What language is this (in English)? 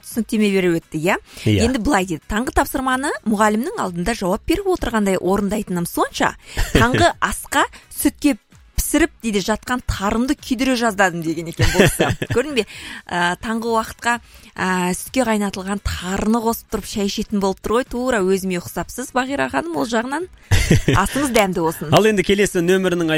Kazakh